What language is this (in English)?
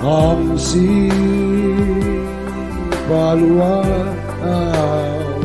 Batak Simalungun